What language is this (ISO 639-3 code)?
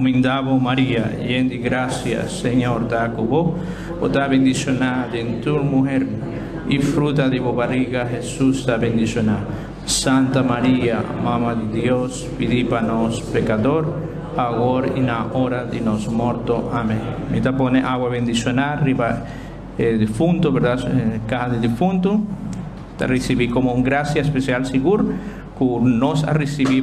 pap